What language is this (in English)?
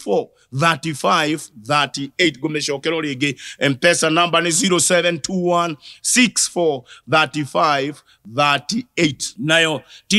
Kikuyu